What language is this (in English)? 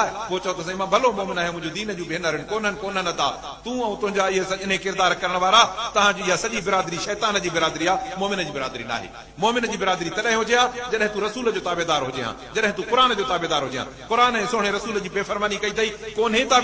Sindhi